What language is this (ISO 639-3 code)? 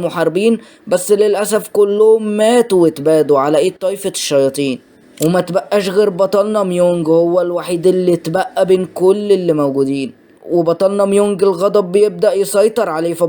arz